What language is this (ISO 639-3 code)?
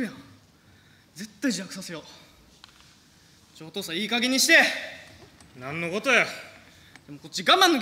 jpn